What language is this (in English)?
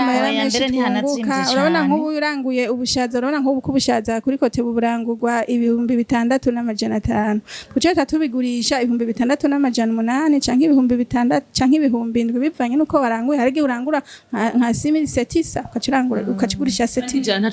Rundi